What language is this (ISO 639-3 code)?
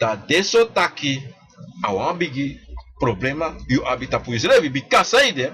srn